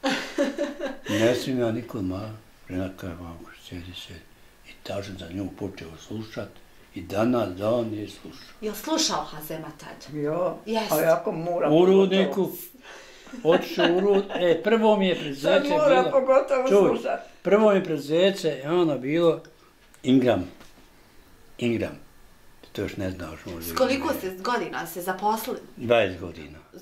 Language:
Bosnian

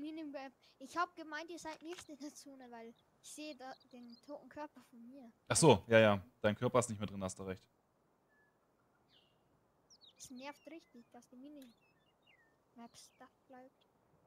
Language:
German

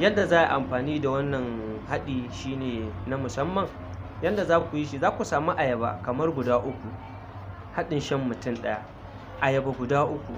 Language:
Hausa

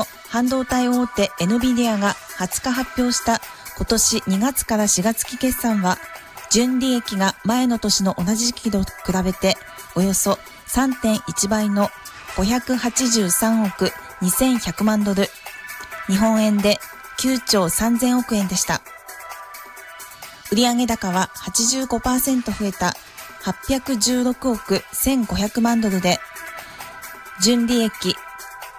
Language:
Japanese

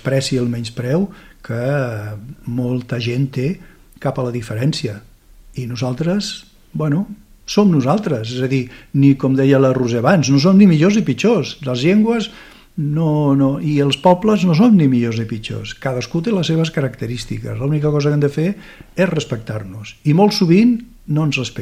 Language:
Catalan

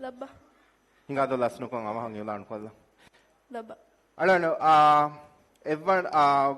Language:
Divehi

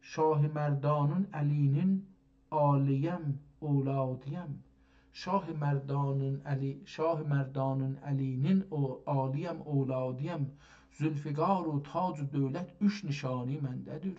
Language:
South Azerbaijani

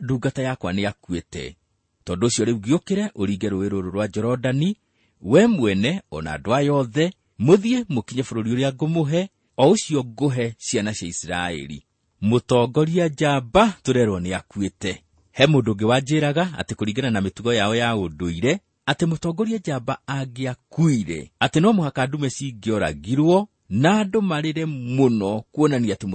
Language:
Kikuyu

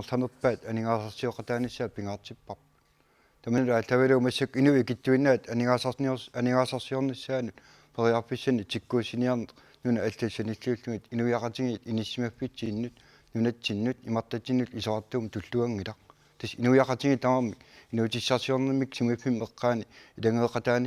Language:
Kalaallisut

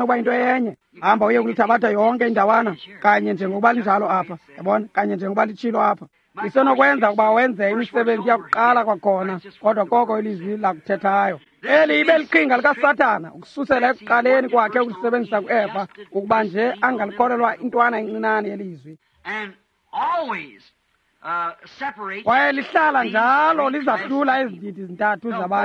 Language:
Xhosa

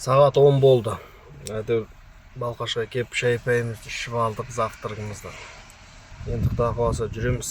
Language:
Kazakh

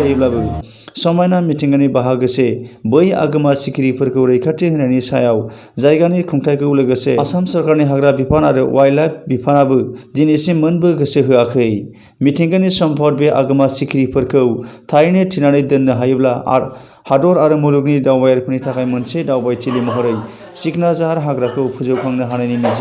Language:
Bodo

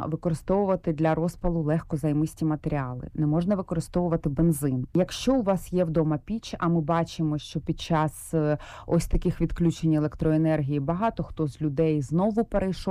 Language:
Ukrainian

